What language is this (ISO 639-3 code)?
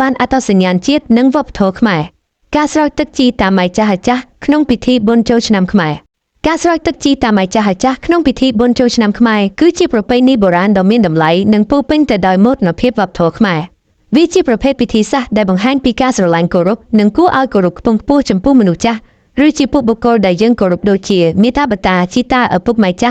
khm